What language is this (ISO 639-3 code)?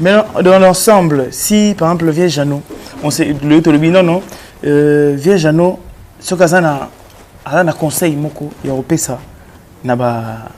lin